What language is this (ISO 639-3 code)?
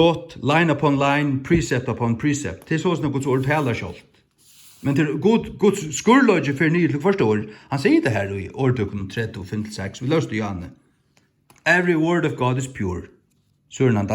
fao